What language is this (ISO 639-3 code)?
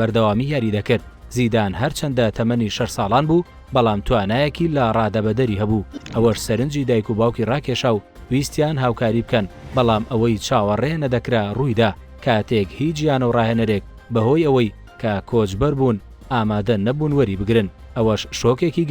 ckb